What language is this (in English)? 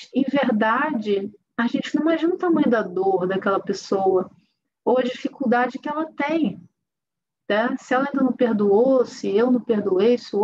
Portuguese